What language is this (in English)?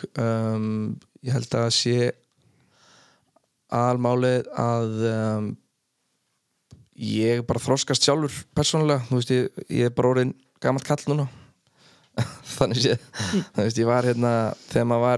Icelandic